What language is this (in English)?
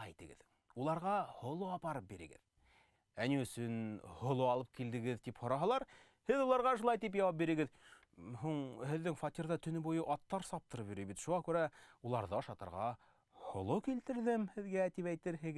Bashkir